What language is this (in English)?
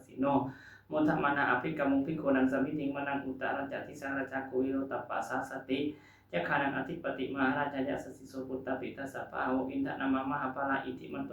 Pali